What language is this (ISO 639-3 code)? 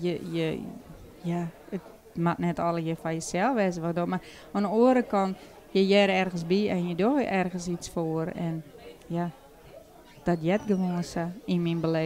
fry